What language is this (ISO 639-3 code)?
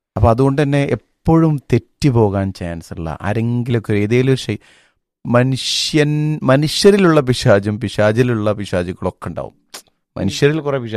mal